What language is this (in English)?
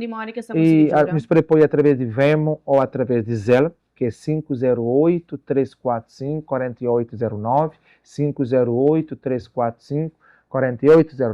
Kabuverdianu